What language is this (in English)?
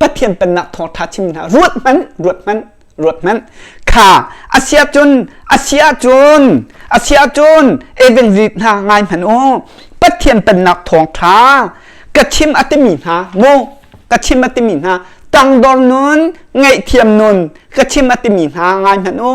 Hakha Chin